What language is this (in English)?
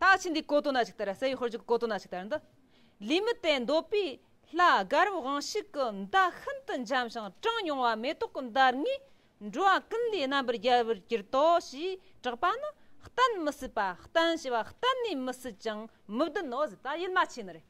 Tibetan